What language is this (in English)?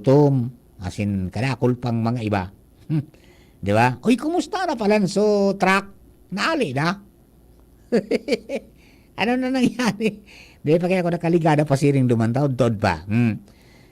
Bikol